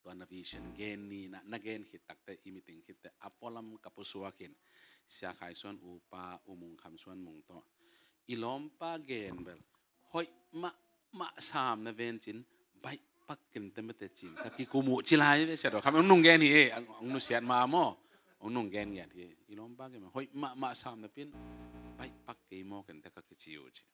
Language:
Tedim Chin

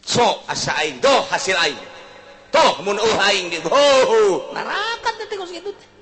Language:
Sundanese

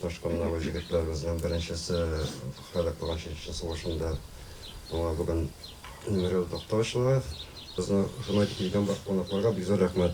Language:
Tatar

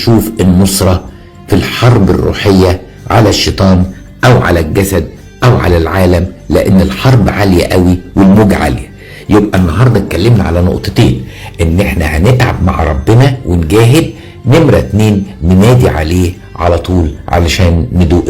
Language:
Egyptian Arabic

